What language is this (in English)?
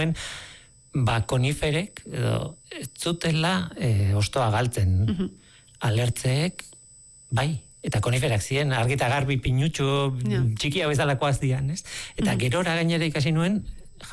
Basque